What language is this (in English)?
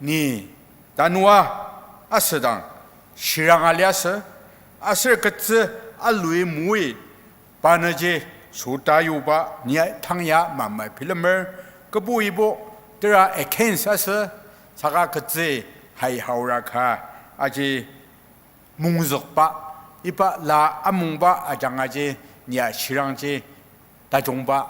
Ao Naga